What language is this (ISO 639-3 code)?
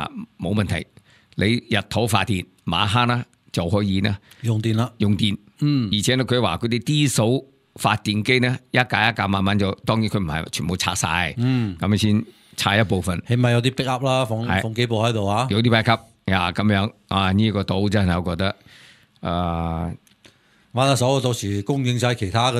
yue